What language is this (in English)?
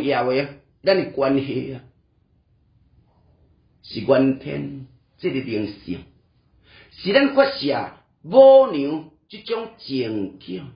Min Nan Chinese